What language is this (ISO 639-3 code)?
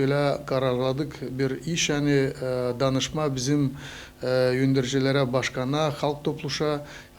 gag